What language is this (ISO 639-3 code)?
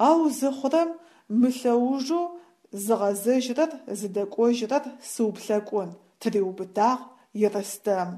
ady